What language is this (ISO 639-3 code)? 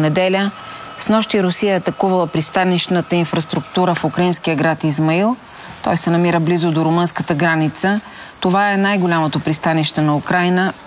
bul